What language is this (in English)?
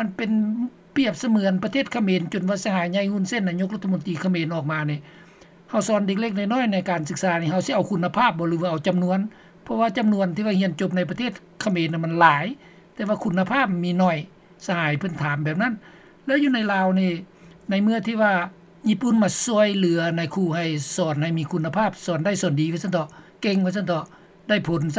Lao